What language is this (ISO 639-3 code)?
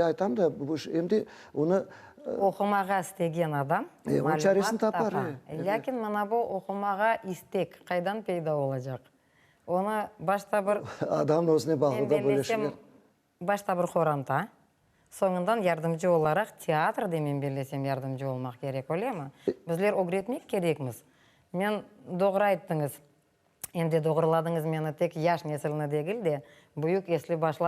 crh